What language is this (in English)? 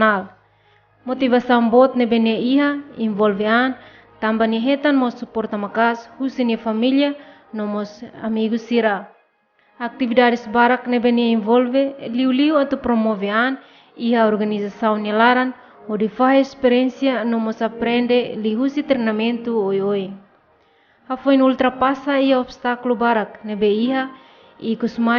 Tetum